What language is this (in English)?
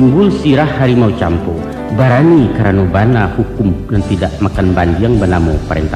Minangkabau